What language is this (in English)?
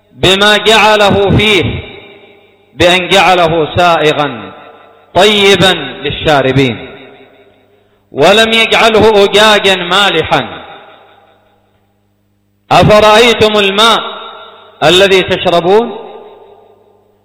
Arabic